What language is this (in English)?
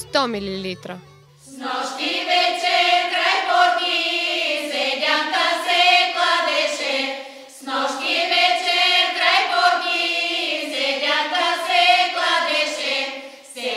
Bulgarian